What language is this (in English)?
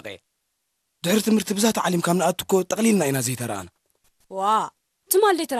Tigrinya